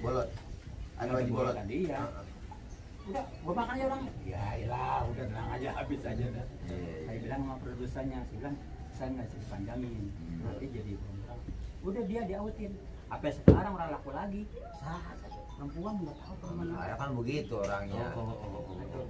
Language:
Betawi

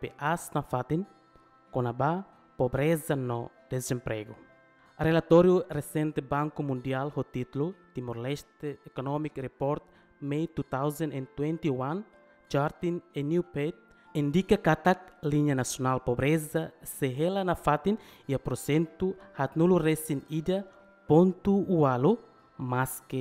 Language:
Tetum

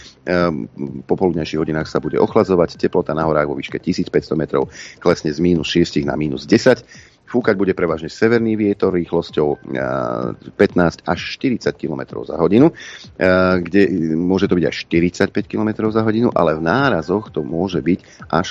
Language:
Slovak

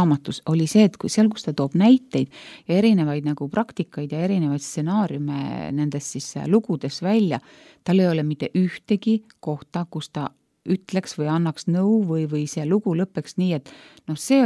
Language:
Estonian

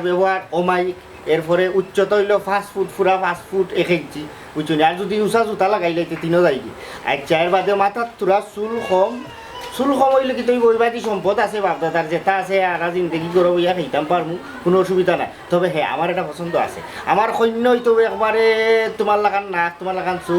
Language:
Sylheti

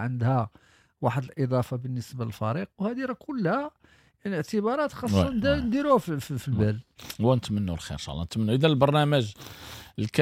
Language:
Moroccan Arabic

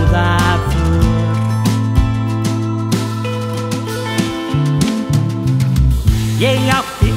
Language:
Icelandic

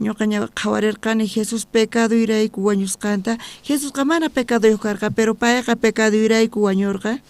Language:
South Bolivian Quechua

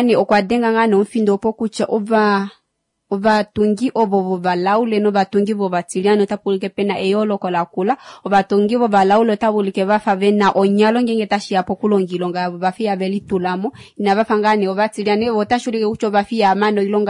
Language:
Kuanyama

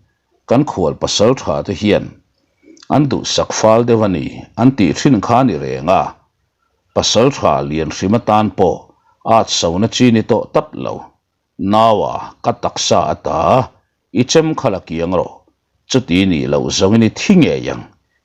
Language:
Mizo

